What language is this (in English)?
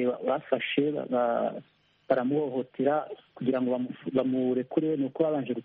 Kinyarwanda